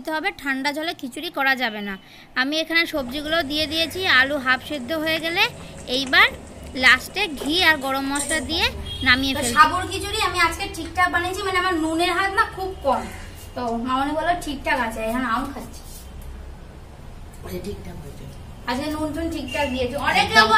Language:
Bangla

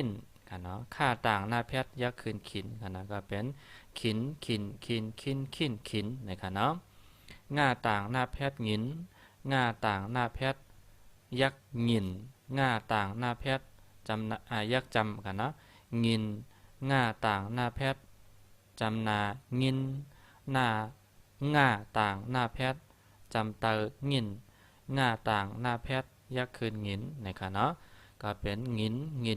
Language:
Shan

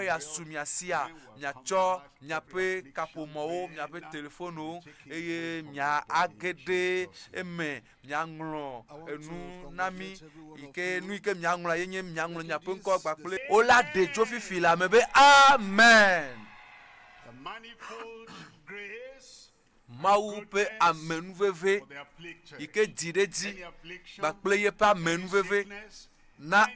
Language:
Ewe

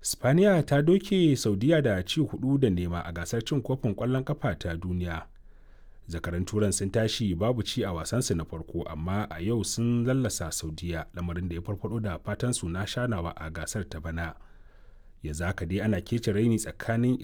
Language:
Hausa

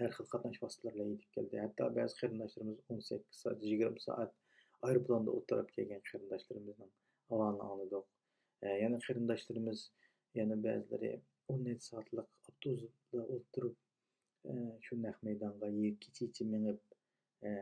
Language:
Uyghur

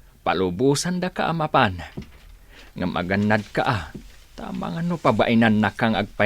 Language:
Iloko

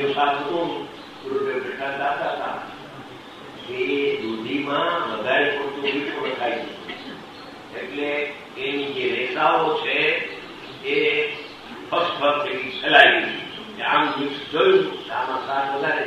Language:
Gujarati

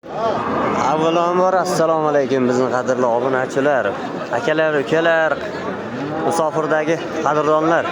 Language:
Uzbek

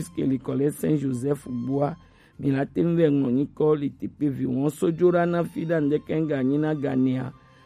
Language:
Gen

